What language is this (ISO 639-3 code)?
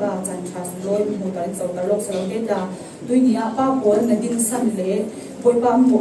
cfm